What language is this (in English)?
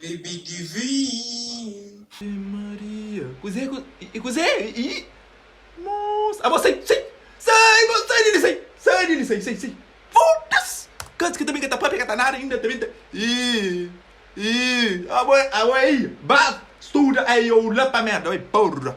Kabuverdianu